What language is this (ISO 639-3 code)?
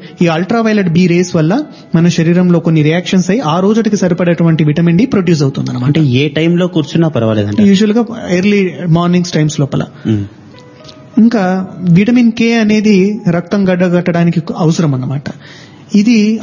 tel